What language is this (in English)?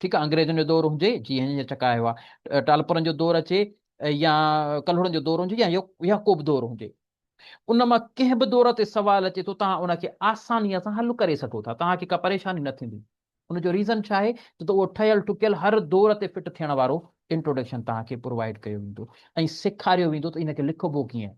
Sindhi